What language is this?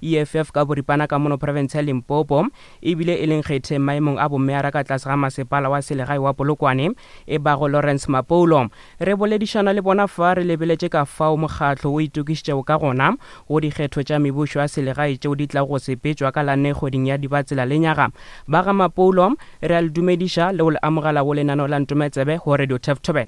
Northern Sotho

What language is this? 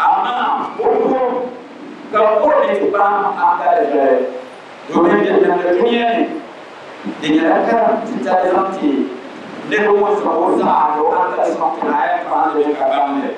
Dagbani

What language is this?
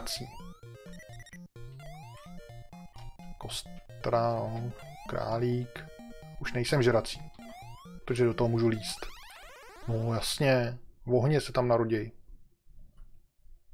Czech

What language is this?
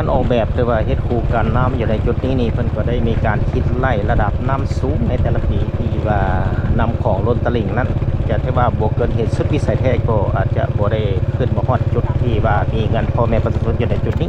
Lao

